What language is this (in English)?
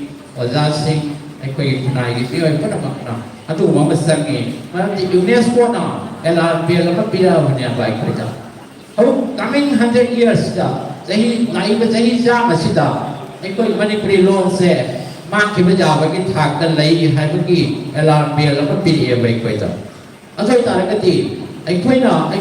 Manipuri